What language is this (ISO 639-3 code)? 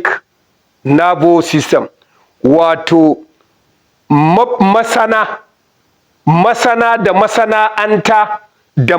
hau